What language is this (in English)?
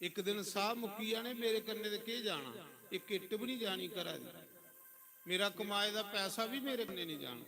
Dogri